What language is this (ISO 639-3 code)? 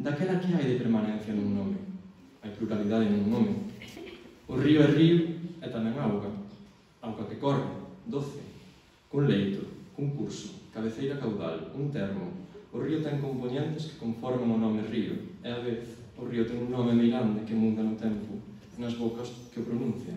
glg